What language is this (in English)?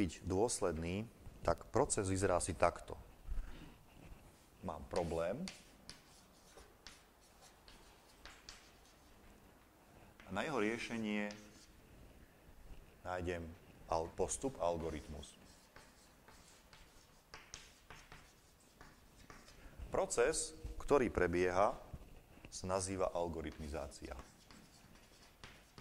Slovak